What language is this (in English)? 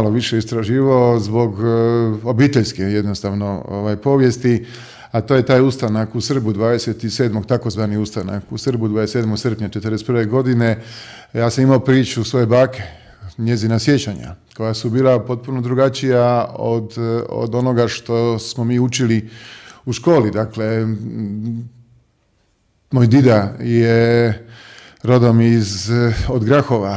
Croatian